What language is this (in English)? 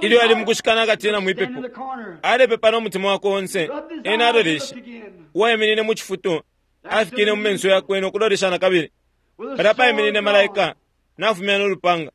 Bemba